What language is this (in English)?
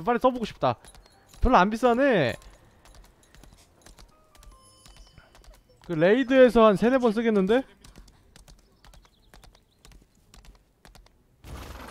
Korean